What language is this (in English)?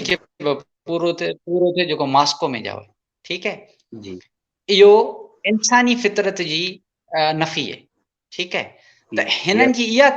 Sindhi